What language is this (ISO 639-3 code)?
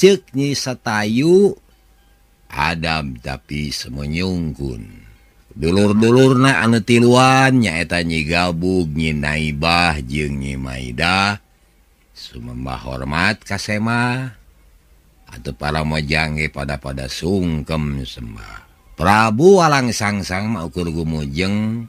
sun